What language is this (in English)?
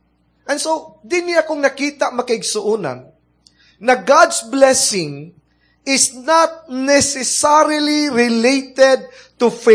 Cebuano